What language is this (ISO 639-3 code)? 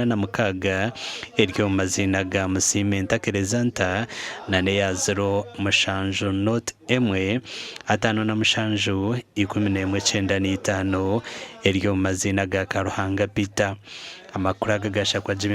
nyn